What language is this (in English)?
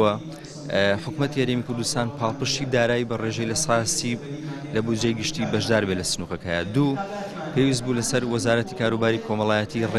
Central Kurdish